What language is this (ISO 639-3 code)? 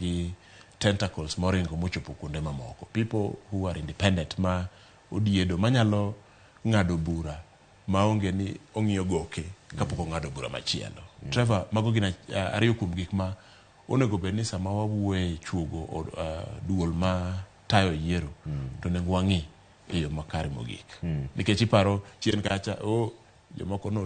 luo